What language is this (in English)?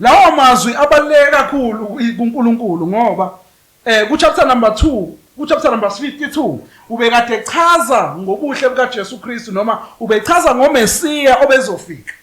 Zulu